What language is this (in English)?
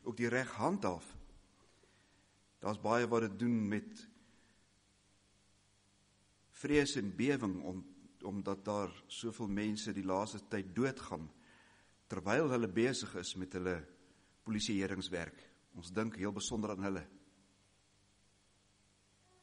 Afrikaans